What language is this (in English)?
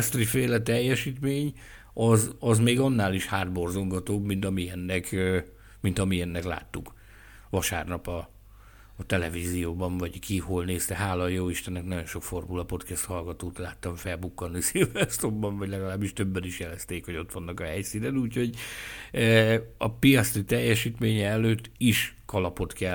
Hungarian